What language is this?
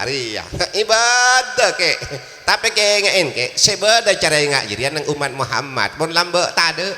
Madurese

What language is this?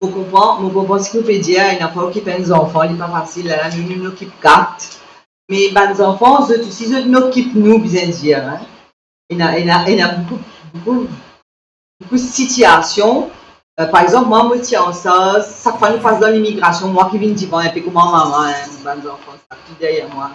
Morisyen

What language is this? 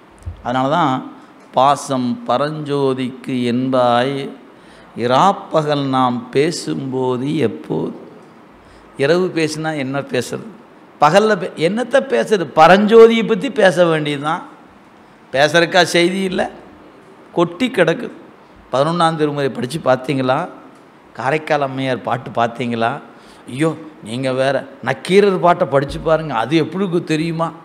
Tamil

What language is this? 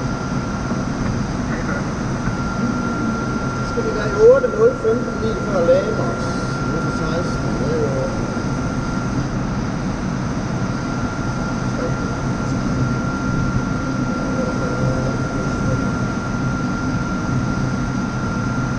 Danish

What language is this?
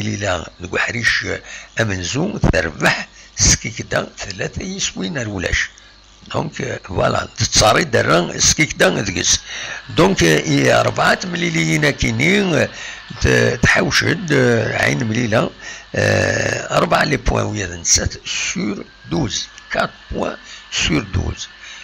Kabyle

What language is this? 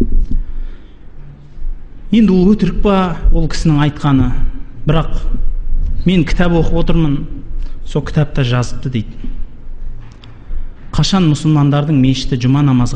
Kazakh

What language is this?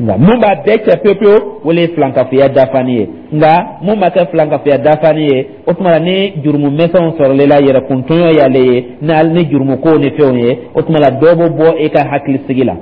Dyula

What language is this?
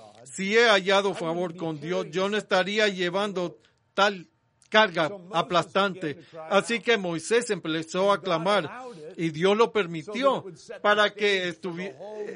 Spanish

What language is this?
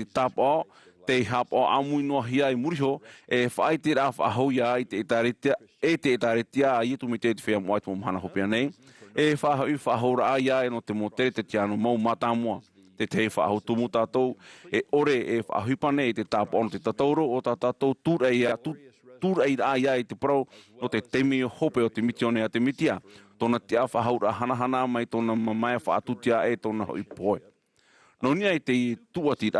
Tahitian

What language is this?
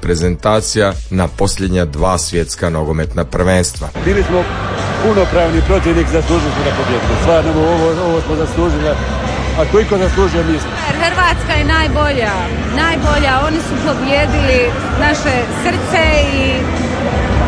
Croatian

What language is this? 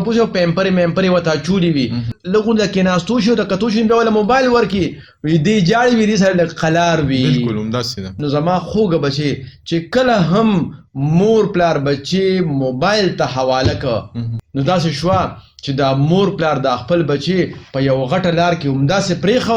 Pashto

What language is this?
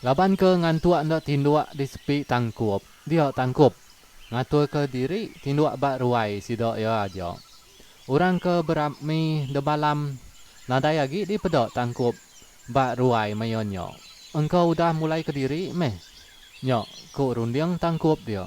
Iban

